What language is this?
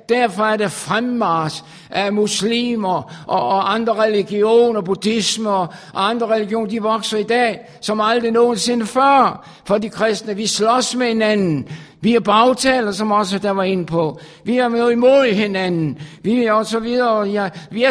Danish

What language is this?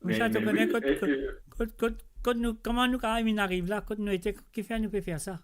Morisyen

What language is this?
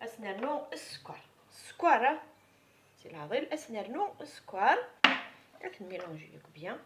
Kabyle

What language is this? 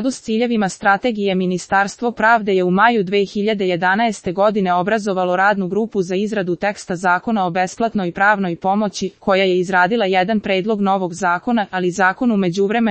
Serbian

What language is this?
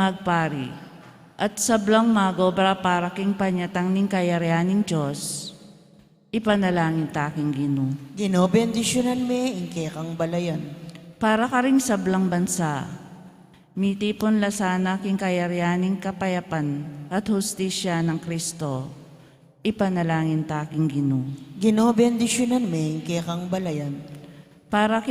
Pampanga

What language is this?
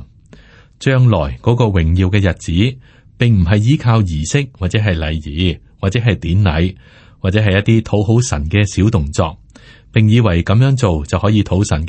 Cantonese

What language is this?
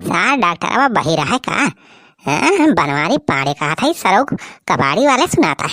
Awadhi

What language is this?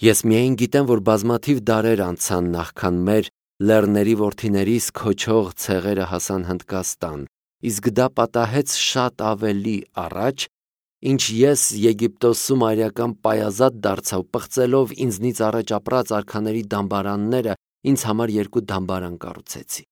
Armenian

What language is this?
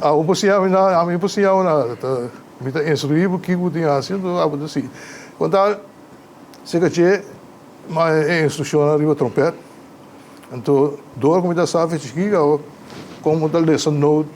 Papiamento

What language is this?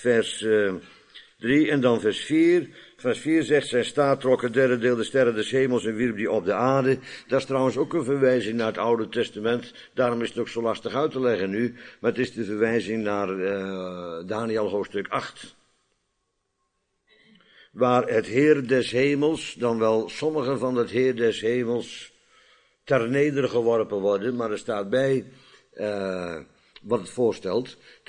Dutch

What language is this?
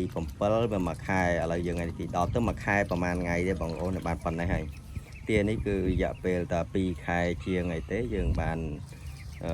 Khmer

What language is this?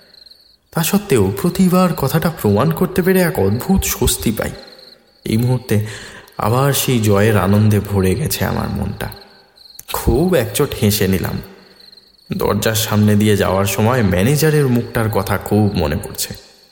Bangla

